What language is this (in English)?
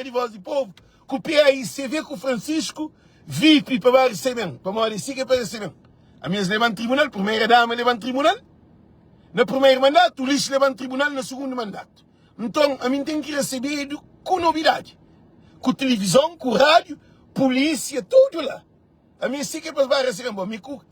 Kabuverdianu